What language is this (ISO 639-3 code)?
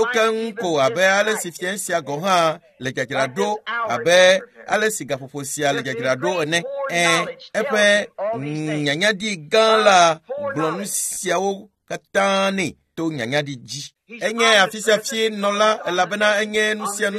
ewe